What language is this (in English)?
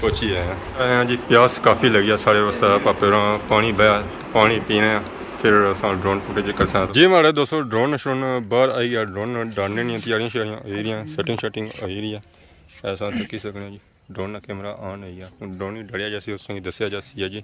Pahari-Potwari